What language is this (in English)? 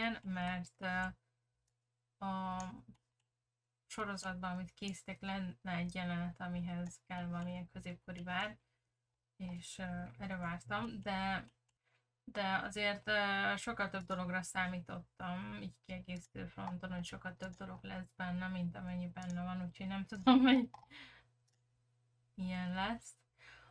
Hungarian